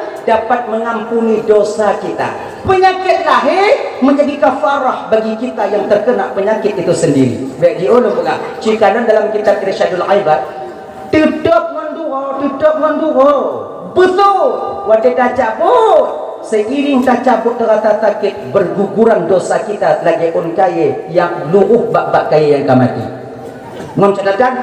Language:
Achinese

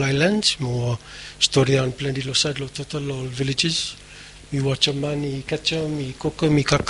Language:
Bislama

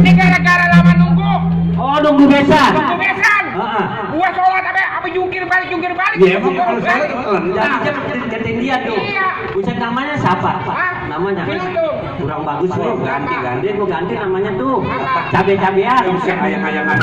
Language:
Betawi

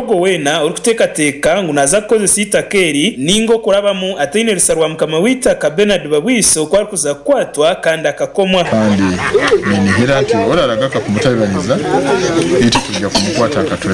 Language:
Nyankole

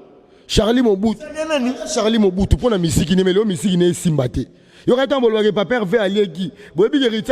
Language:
Lingala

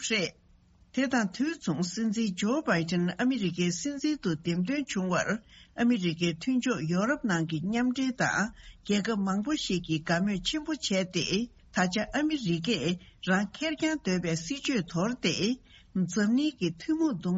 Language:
Tibetan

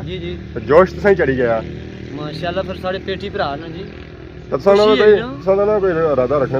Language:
Pahari-Potwari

